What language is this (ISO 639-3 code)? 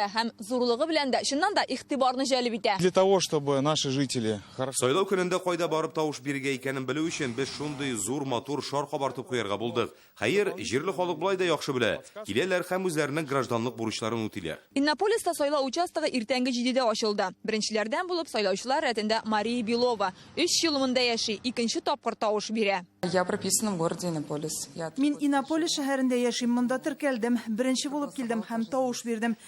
tat